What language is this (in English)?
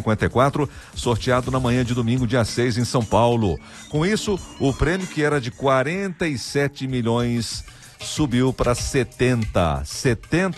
Portuguese